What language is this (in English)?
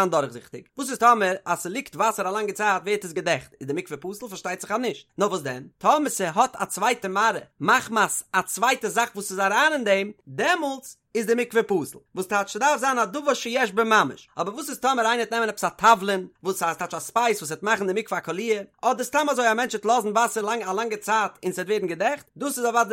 Yiddish